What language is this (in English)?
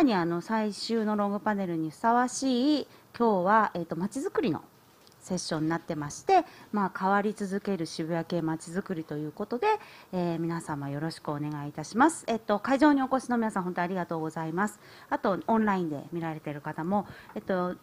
Japanese